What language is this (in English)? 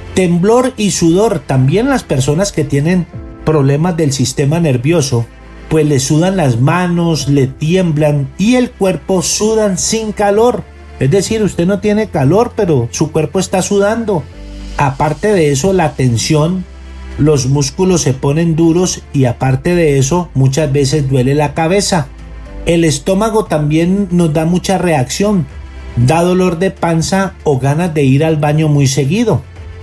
Spanish